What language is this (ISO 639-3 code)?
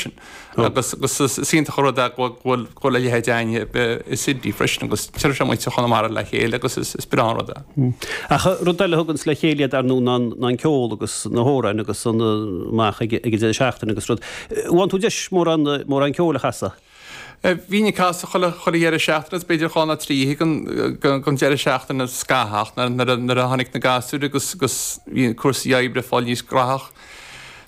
gle